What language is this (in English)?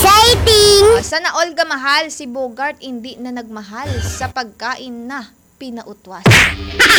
Filipino